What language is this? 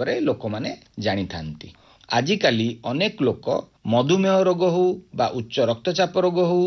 Odia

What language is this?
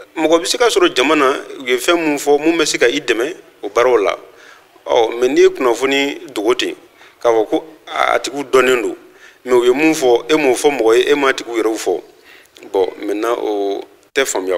Bambara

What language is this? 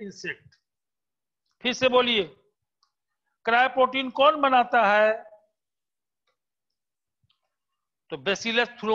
Hindi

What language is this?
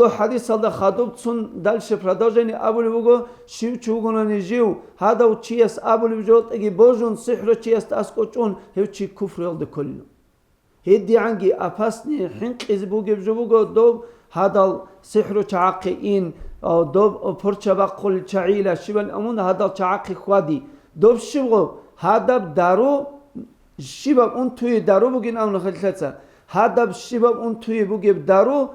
Avaric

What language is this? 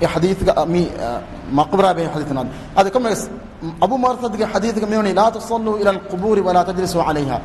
Divehi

